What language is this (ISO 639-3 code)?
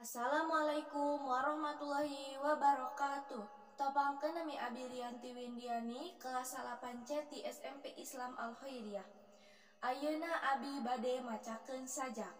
sun